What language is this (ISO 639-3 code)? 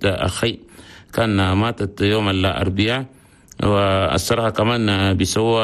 shu